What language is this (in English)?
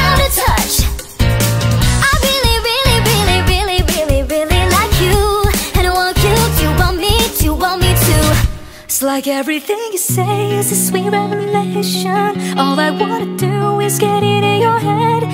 English